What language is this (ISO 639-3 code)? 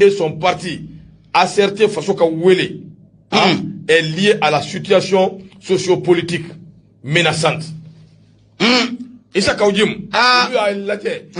bam